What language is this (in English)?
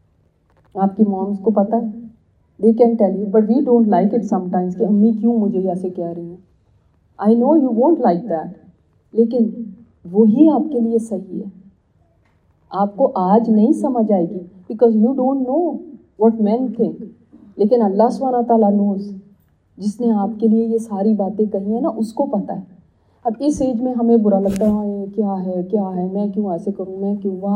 Urdu